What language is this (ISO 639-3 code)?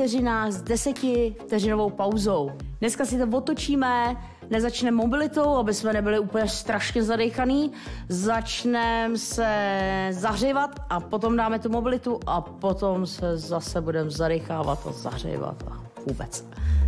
ces